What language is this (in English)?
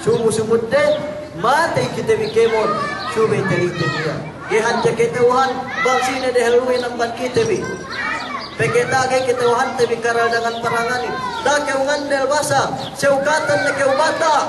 Yakan